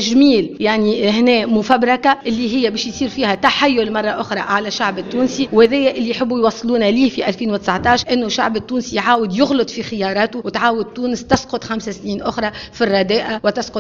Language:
Tunisian Arabic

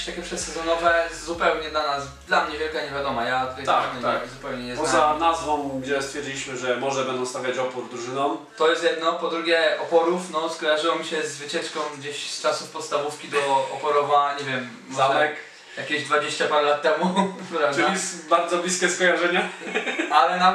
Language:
Polish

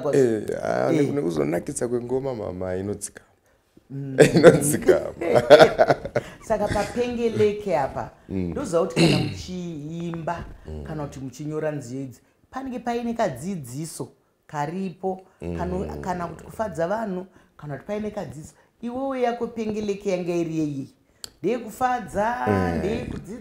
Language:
Shona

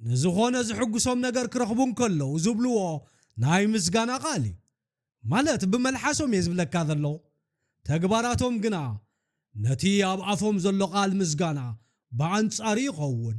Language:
Tigrinya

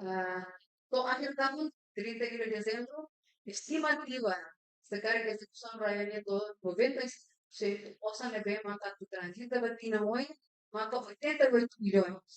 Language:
Tetum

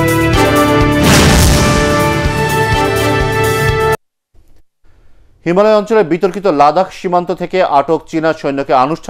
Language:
Bangla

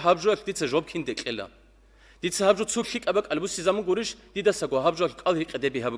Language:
Avaric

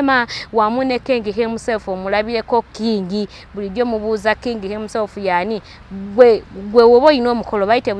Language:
Ganda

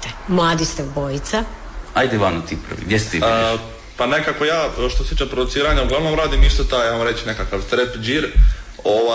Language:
Croatian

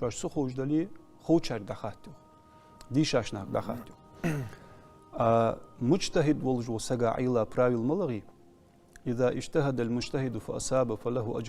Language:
Ingush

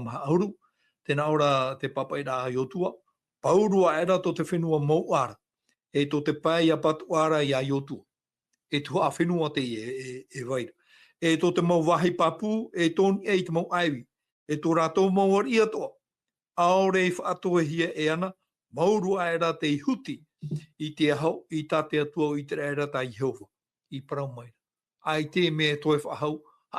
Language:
Tahitian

